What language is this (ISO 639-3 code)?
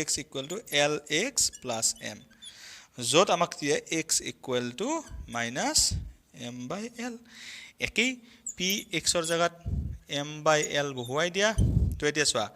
asm